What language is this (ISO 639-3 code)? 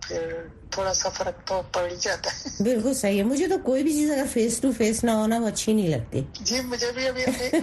urd